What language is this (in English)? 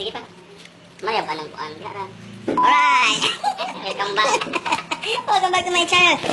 Cebuano